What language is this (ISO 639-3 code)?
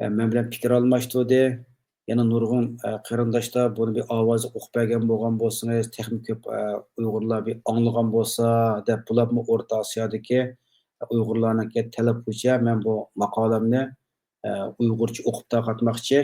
uig